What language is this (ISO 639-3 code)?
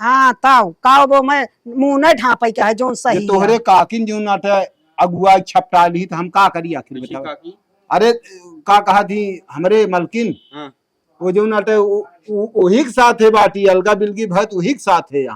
awa